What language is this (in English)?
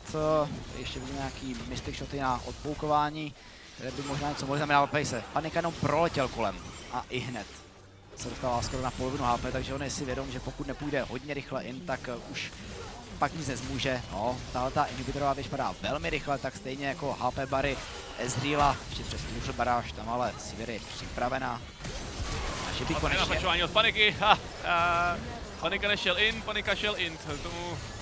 Czech